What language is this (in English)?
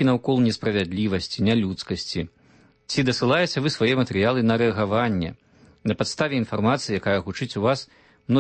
Belarusian